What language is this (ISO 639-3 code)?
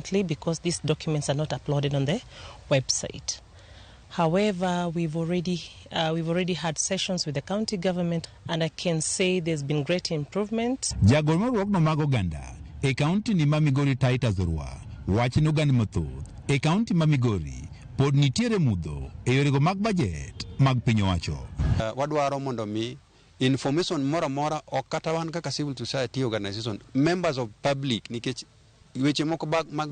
luo